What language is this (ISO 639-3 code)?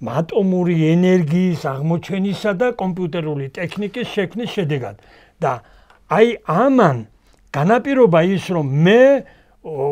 kat